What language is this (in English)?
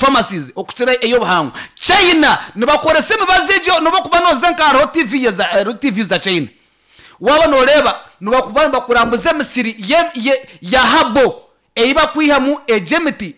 Nyankole